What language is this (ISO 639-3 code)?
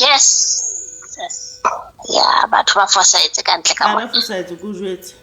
sot